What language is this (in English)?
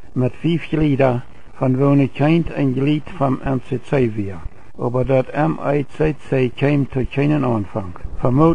Plautdietsch